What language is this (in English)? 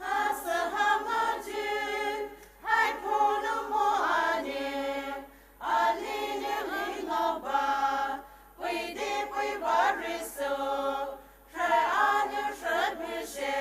Poumei Naga